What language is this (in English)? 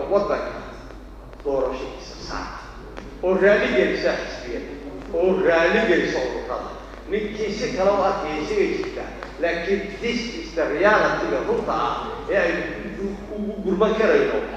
Somali